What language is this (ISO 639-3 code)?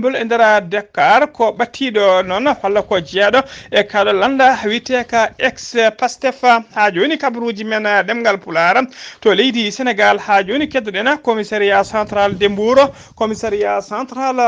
ful